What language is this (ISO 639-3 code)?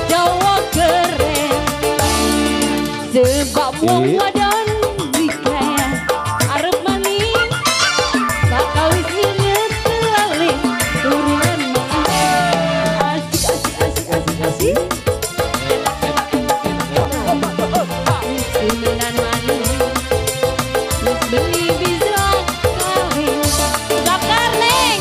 jav